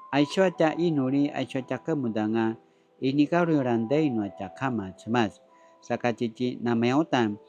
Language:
Paiwan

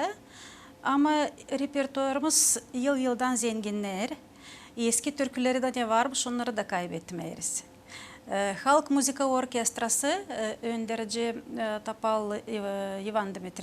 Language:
Gagauz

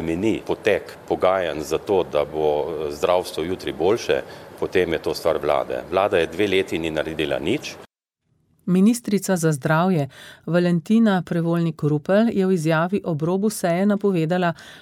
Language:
Slovenian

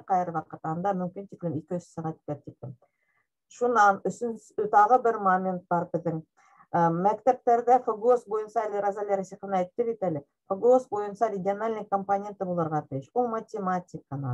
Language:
Bashkir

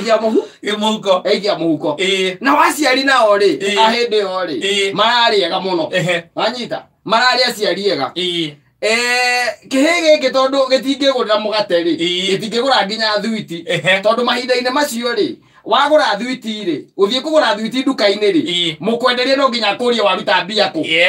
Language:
Kikuyu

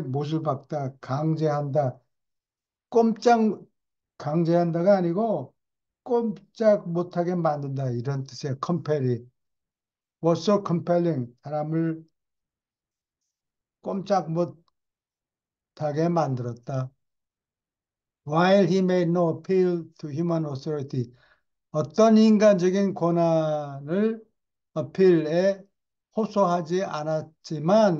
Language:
Korean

